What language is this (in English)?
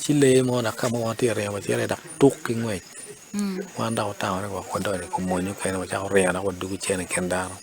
Acoli